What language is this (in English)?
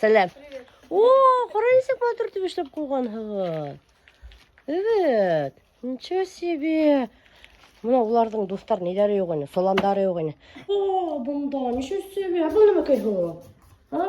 Bashkir